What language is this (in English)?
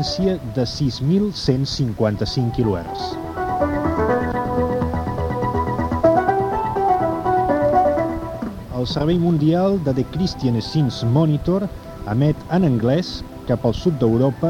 Catalan